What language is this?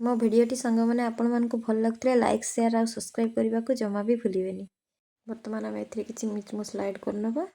Odia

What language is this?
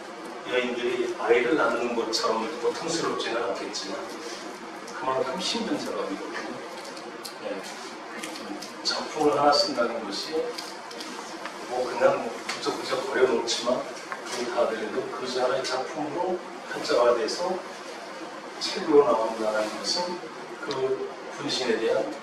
Korean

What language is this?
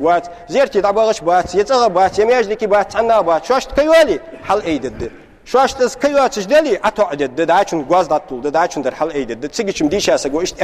Ingush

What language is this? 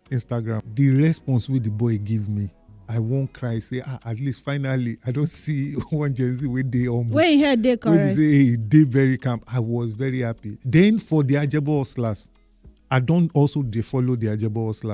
Nigerian Pidgin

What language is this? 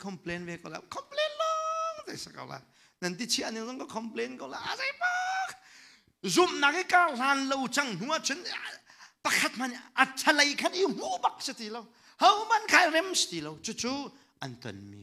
Hakha Chin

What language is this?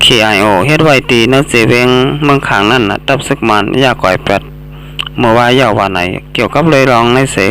Shan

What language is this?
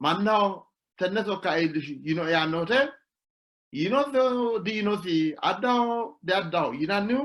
Sidamo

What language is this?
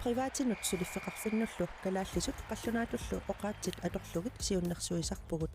Kalaallisut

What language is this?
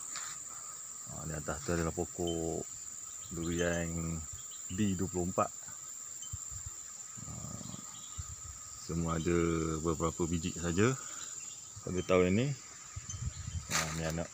Malay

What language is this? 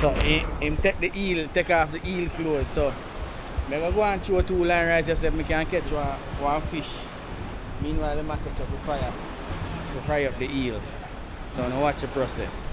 Jamaican Creole English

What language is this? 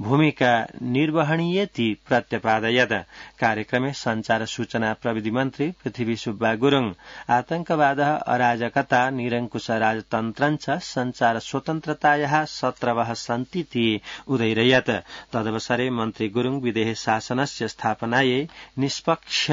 Sanskrit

